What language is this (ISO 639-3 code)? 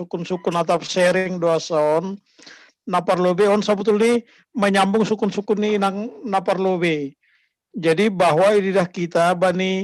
bts